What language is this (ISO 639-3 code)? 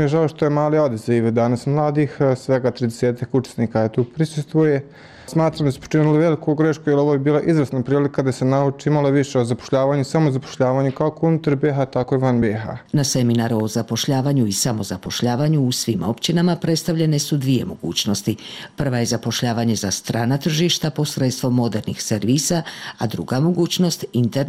bos